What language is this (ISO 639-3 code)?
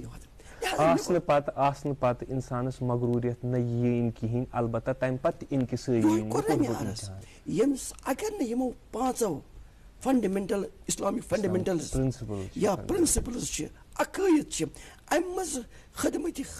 kas